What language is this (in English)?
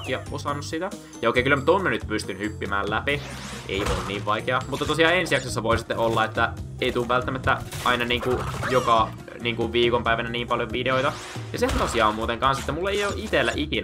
Finnish